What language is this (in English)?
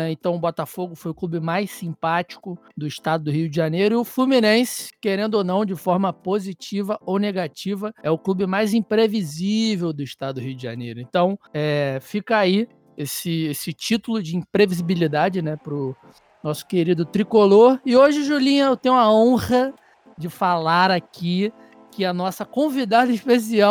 Portuguese